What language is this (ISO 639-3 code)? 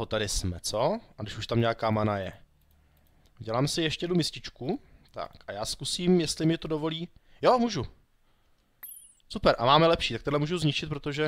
ces